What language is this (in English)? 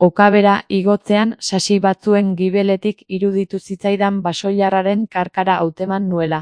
Basque